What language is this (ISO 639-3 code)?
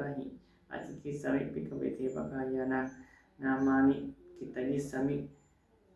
pli